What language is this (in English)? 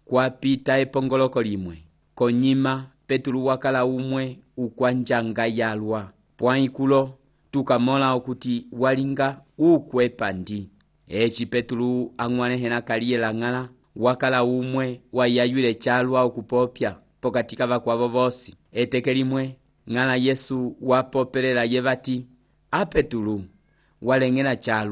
Umbundu